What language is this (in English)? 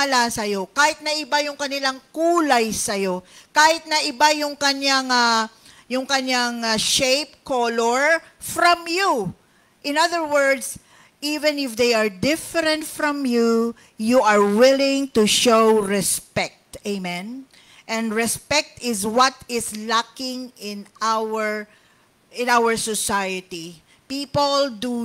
Filipino